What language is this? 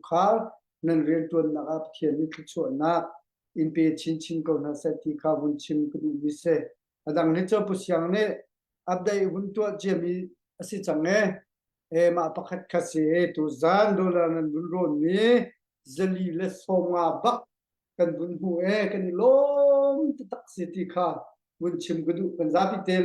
Hakha Chin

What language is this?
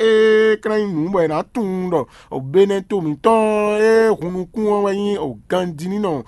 Fon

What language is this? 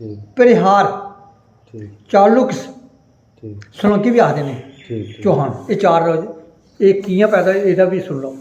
Dogri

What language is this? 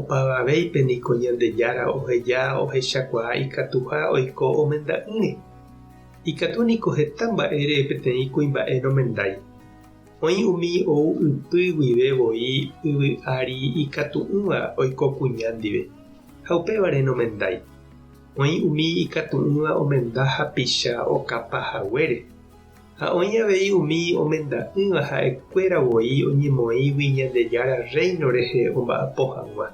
Guarani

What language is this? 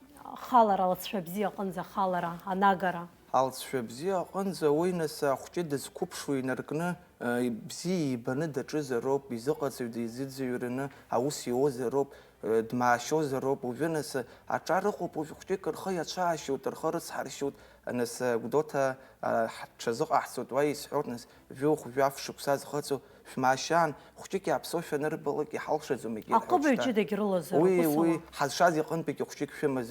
Abkhazian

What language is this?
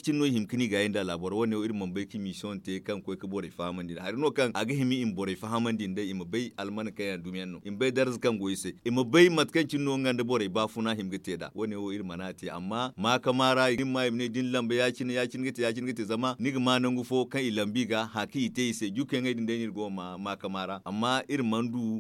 Zarma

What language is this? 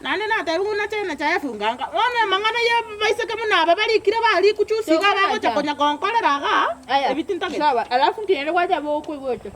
Gusii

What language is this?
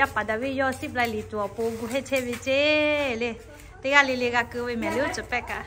Lahu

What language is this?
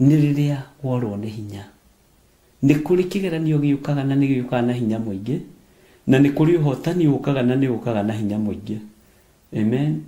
Kikuyu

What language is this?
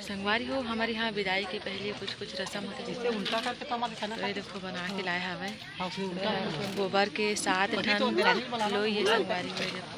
Chhattisgarhi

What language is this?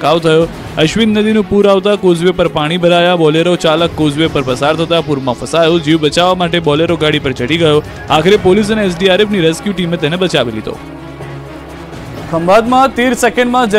Gujarati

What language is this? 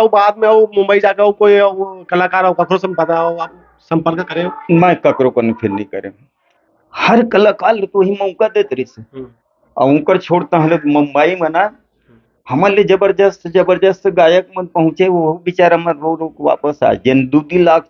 Chhattisgarhi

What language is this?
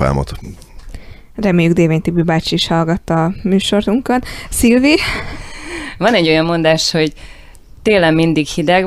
Hungarian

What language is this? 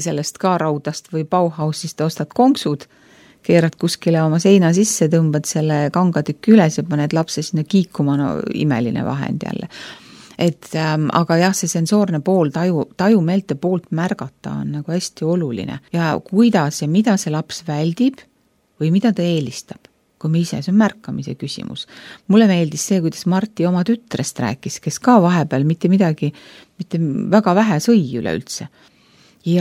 Estonian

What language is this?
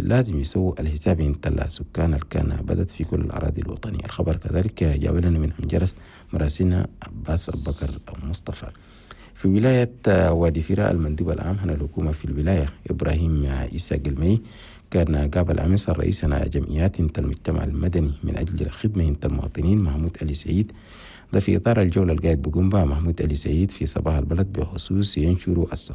Chadian Arabic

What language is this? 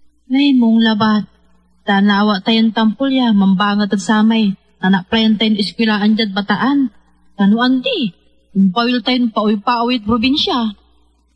Pangasinan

